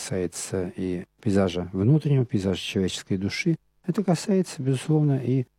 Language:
Russian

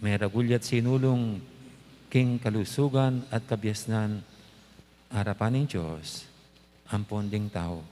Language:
Pampanga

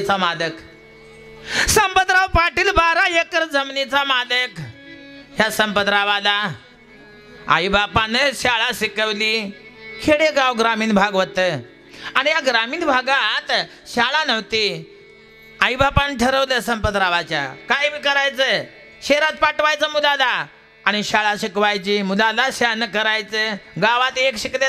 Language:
Marathi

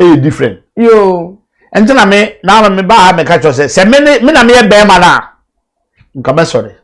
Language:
Akan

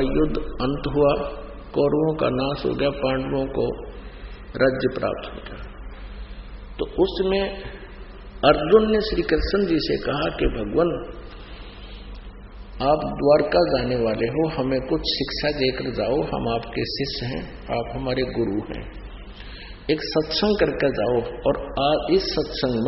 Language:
Hindi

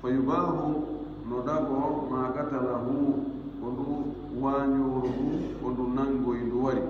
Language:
Fula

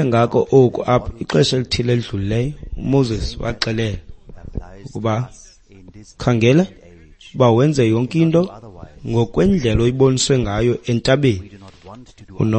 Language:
Xhosa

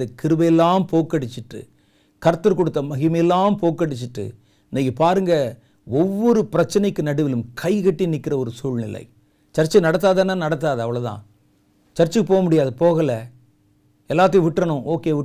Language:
Tamil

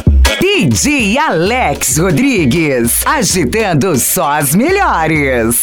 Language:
Portuguese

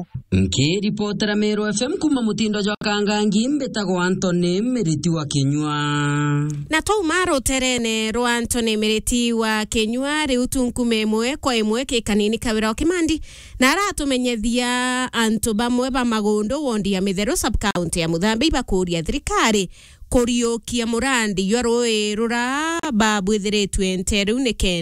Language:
Meru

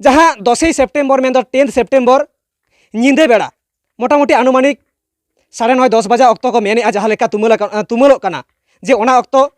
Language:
Santali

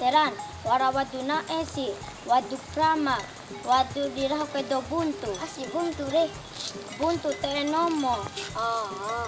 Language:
Bima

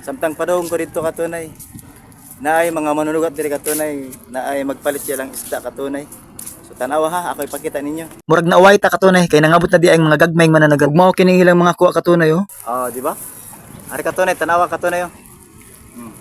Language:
Cebuano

